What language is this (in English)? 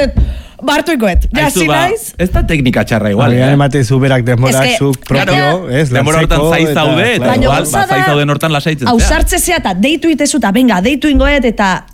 Basque